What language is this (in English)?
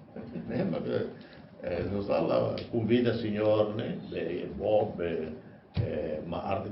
Tetum